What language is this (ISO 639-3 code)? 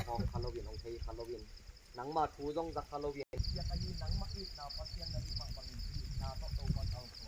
ctd